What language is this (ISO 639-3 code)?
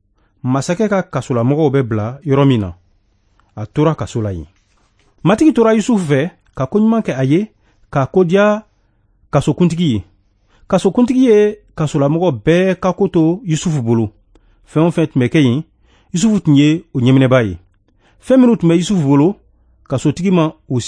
bam